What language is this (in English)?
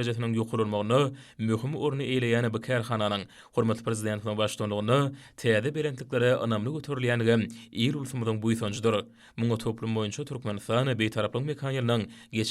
Turkmen